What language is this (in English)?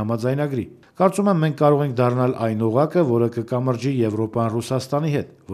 Armenian